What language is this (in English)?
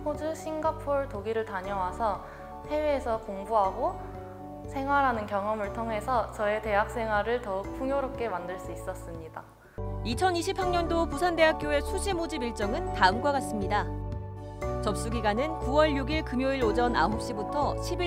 Korean